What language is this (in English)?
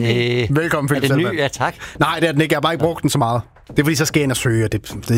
Danish